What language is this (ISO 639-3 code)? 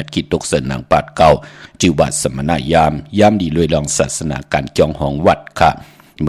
shn